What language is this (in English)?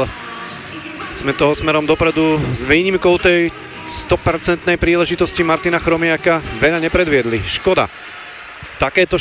Slovak